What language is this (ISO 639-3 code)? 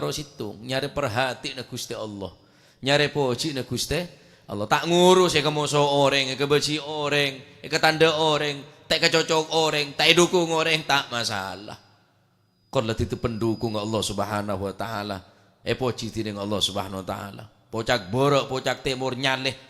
mad